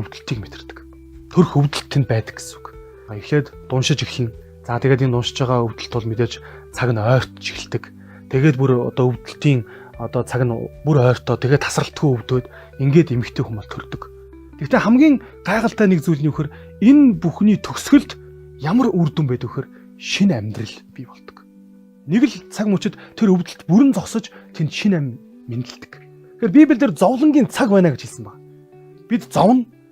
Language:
Mongolian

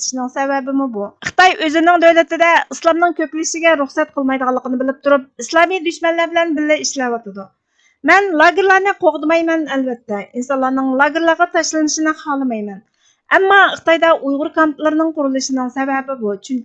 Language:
Uyghur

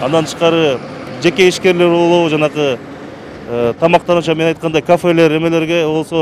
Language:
Kyrgyz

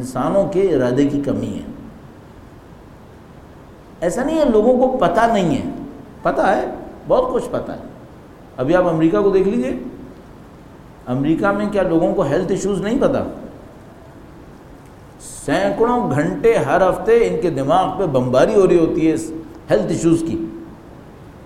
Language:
Urdu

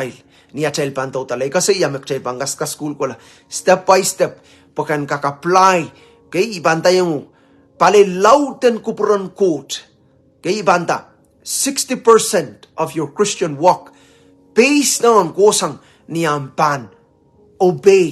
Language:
Pohnpeian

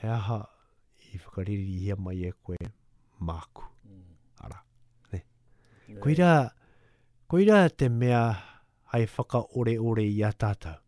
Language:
Māori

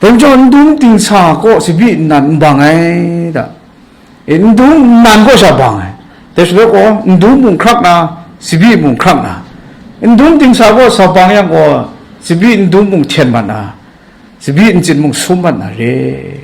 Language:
Kachin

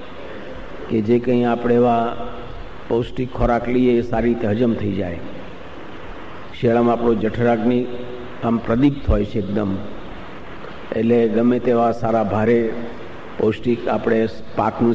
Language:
Gujarati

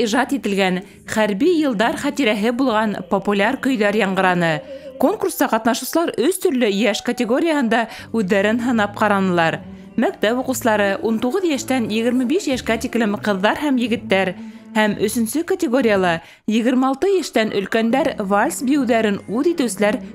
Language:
Bashkir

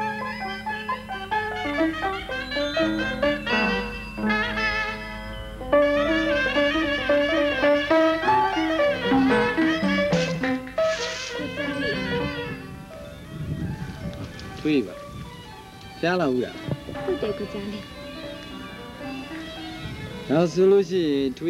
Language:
Burmese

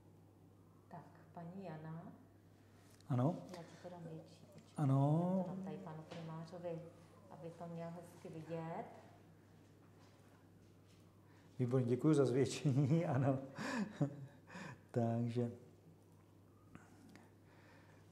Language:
Czech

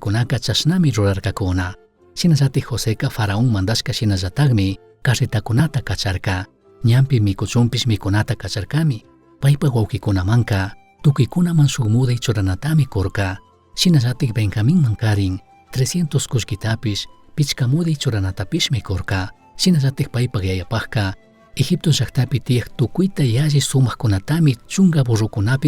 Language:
Chimborazo Highland Quichua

